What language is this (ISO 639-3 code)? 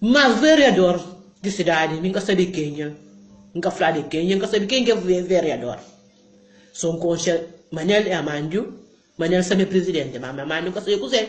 kea